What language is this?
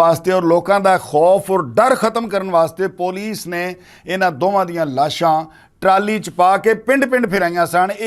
Western Panjabi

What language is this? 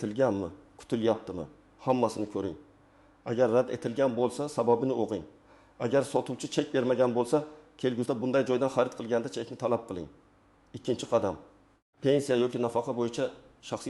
Uzbek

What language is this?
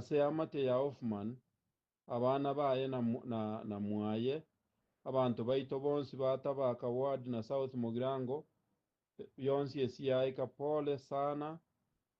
Gusii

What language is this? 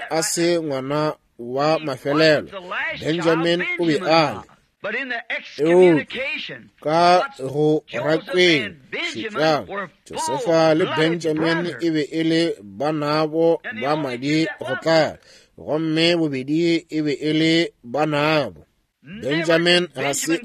Northern Sotho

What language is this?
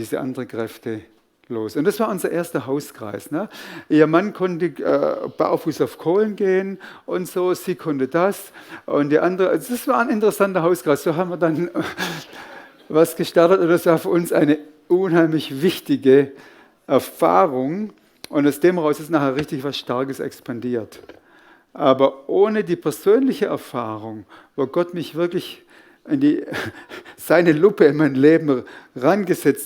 Swiss German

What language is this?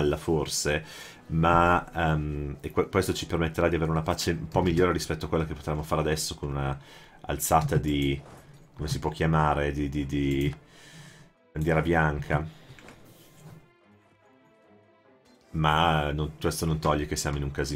Italian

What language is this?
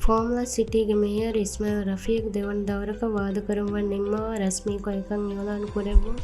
Divehi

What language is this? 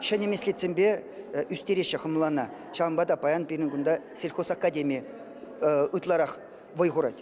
Chuvash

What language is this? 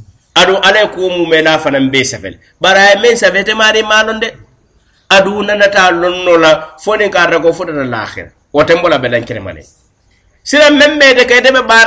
Mandingo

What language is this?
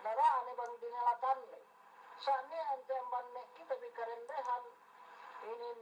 Yakan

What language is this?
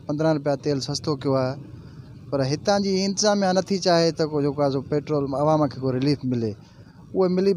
Sindhi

